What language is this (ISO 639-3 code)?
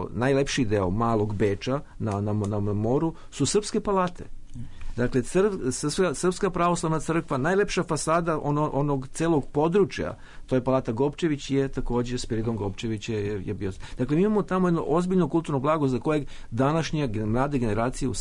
srp